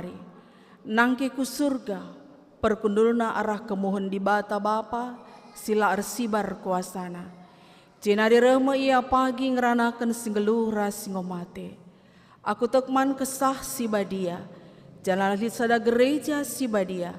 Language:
Batak Karo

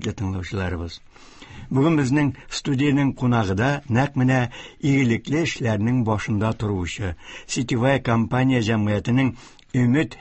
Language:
Tatar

